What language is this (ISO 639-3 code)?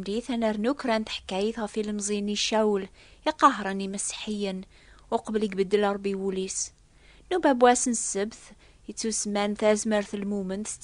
kab